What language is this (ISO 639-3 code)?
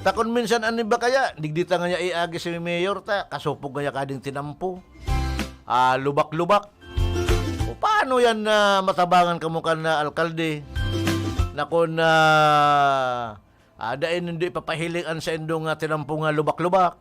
bik